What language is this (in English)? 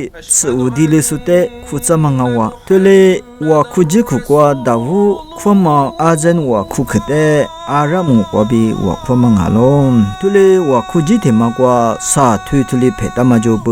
Lisu